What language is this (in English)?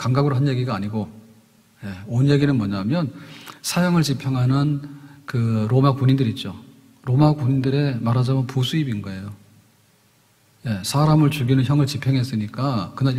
Korean